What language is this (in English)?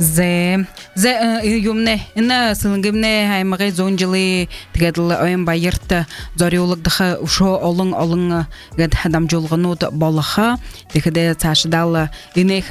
Buriat